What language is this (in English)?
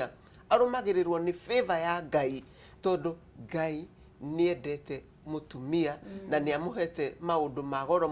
Kikuyu